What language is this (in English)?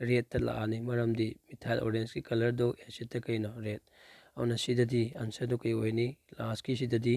Manipuri